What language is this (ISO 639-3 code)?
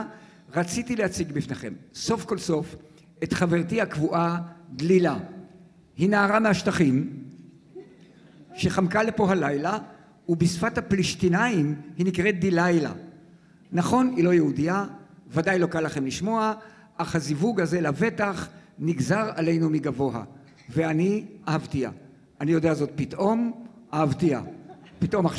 heb